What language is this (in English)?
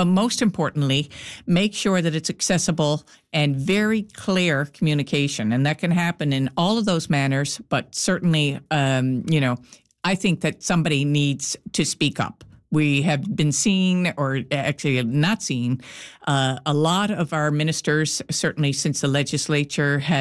English